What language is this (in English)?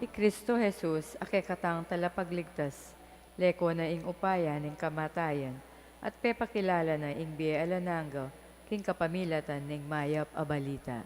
Pampanga